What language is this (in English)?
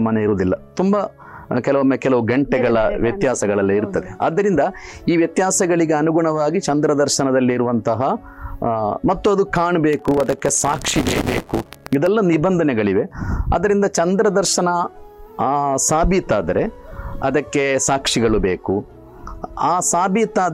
Kannada